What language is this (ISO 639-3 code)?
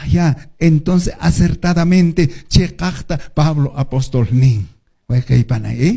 que